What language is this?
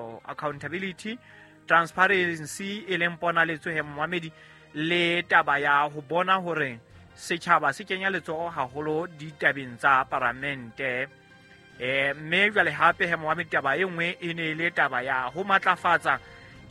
Southern Sotho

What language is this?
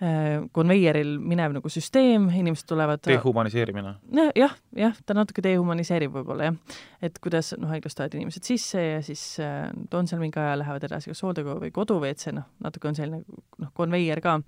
Estonian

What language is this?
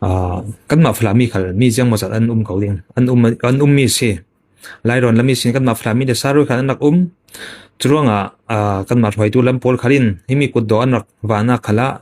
Falam Chin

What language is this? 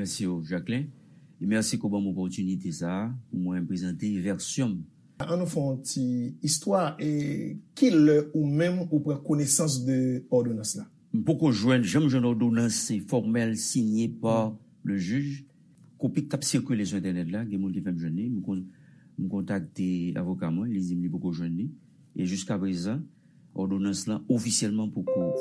Haitian Creole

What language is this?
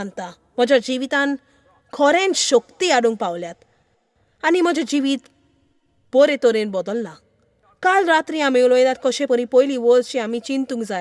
Konkani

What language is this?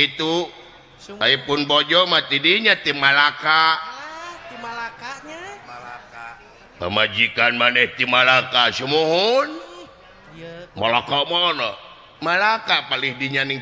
Sundanese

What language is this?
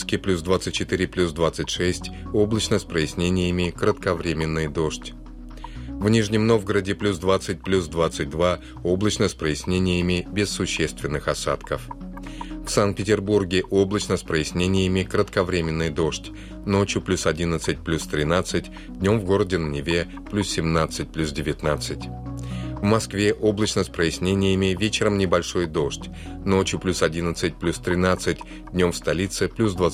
Russian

